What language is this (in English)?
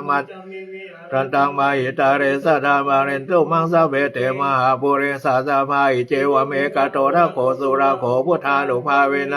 Pali